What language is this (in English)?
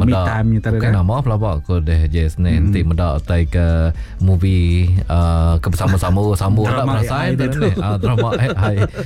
Iban